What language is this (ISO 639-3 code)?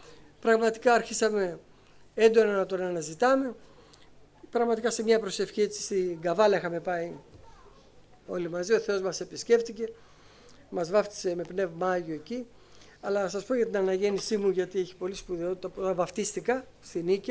ell